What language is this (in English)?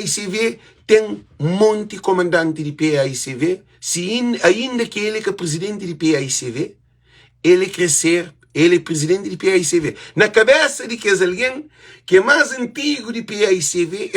Kabuverdianu